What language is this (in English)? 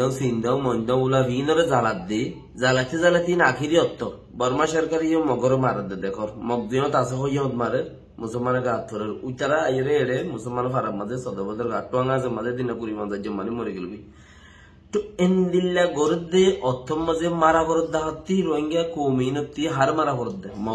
Rohingya